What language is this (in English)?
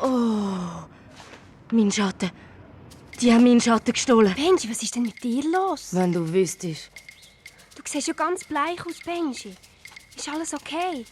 Swiss German